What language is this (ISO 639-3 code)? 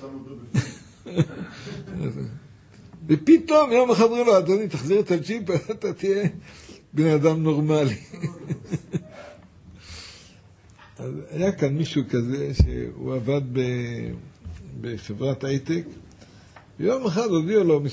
heb